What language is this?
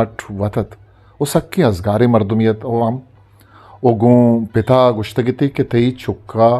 Eastern Balochi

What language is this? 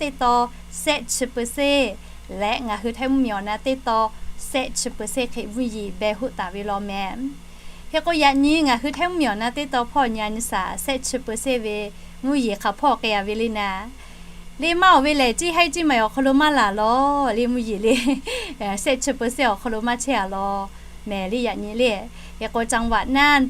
Lahu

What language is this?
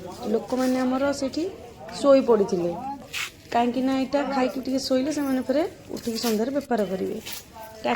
Odia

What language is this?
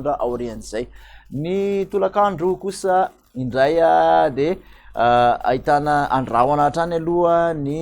Malagasy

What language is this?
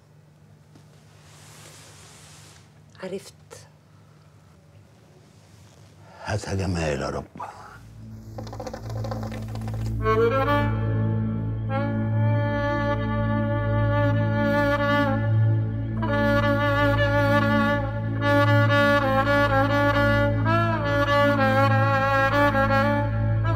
Egyptian Arabic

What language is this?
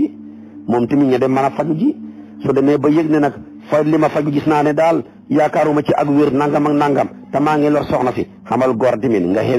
Wolof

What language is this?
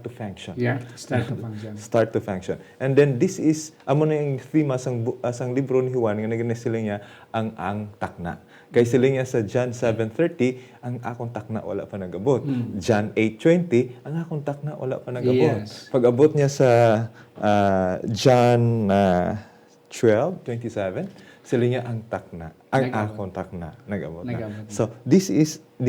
Hiligaynon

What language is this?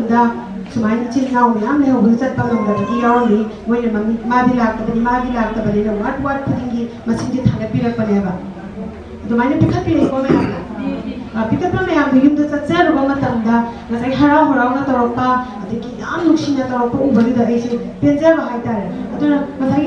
Manipuri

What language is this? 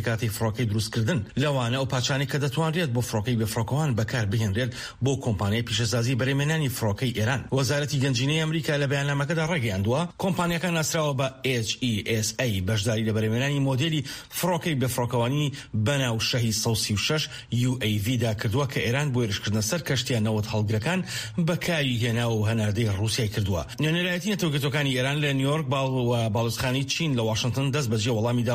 Central Kurdish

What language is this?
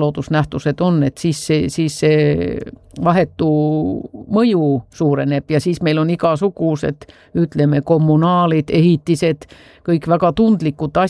Estonian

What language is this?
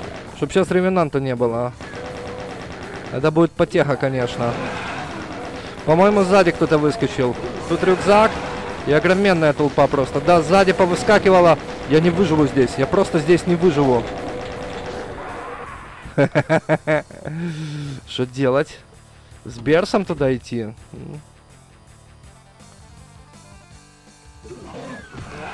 Russian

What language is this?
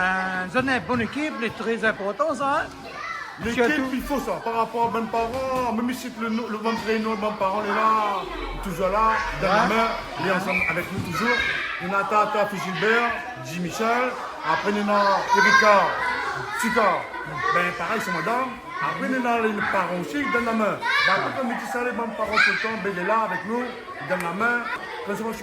Réunion Creole French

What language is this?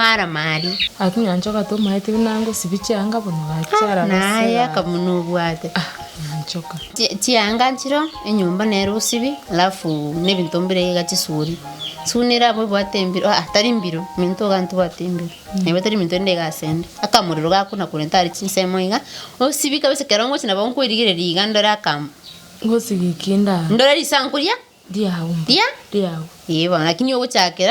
Gusii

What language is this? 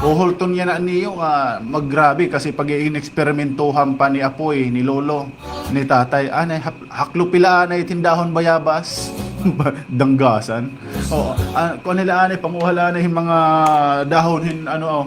Waray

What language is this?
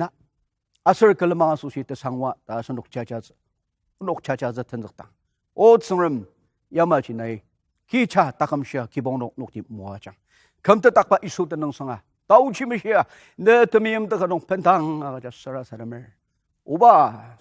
Ao Naga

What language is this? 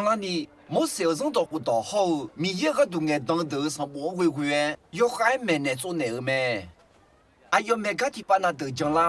Akha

